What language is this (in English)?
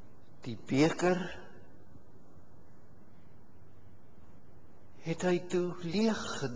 Afrikaans